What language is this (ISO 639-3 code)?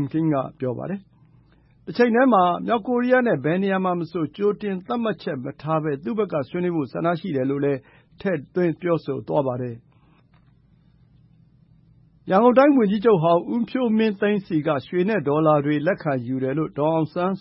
mya